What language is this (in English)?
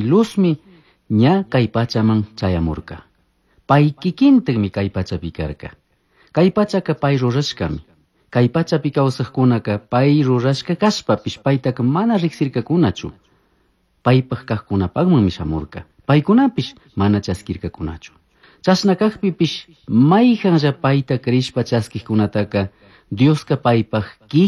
Chimborazo Highland Quichua